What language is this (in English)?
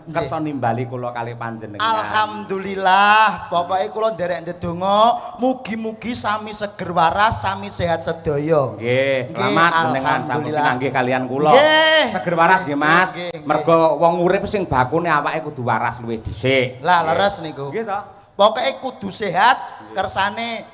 Javanese